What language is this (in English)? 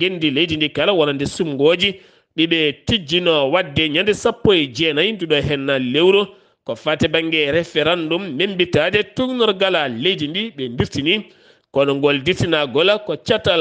Fula